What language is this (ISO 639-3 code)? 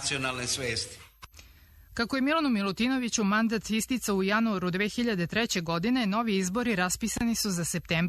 srp